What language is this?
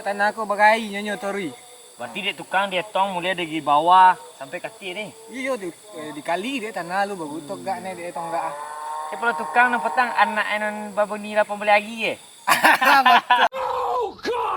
Minangkabau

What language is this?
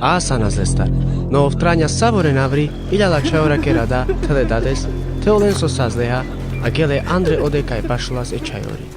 Carpathian Romani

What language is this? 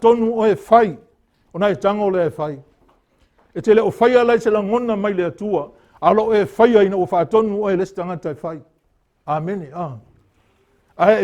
Samoan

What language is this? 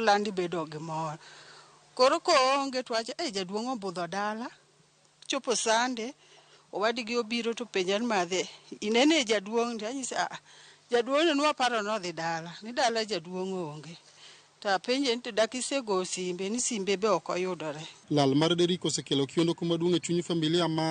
Luo (Kenya and Tanzania)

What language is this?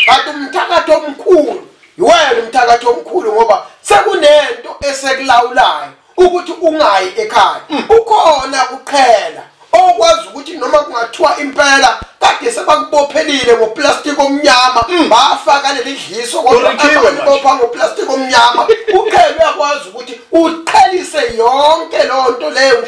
Zulu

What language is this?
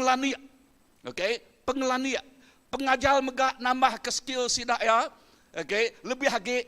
Iban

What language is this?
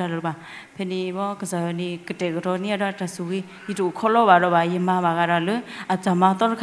S'gaw Karen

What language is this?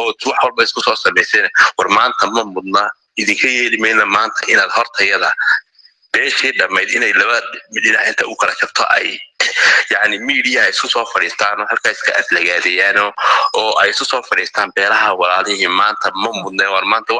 Somali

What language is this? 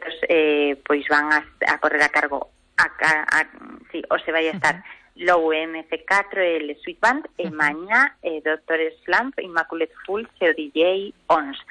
Galician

